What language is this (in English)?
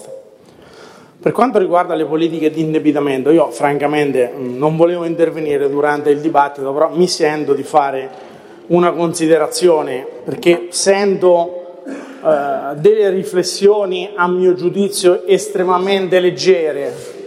Italian